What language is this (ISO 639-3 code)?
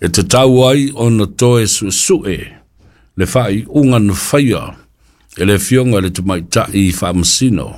smo